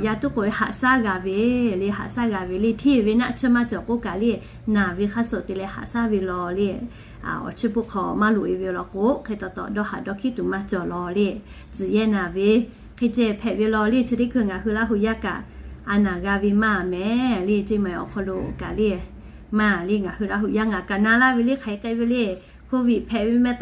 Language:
Lahu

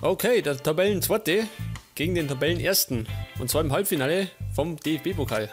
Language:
Bavarian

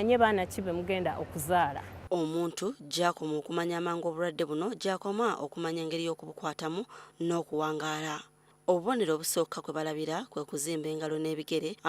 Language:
Ganda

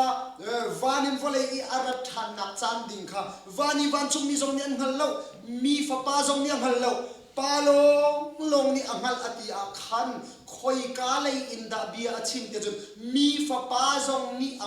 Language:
Hakha Chin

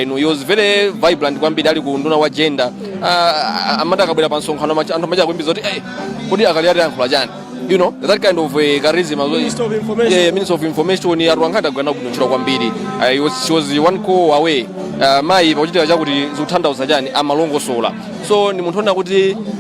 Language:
Nyanja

